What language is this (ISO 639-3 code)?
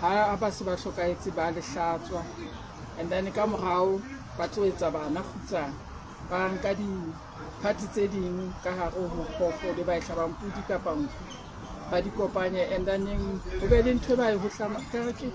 sot